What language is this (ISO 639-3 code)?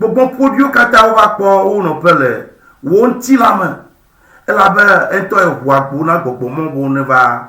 ewe